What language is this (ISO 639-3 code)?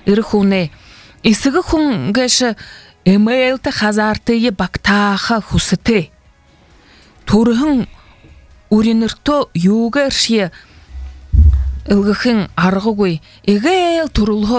bua